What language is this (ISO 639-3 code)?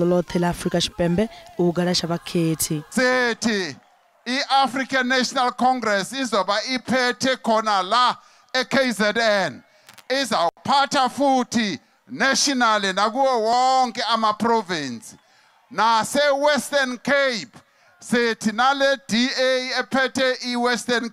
ven